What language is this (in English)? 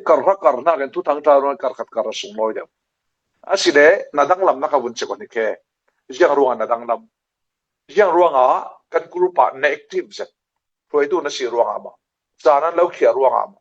Falam Chin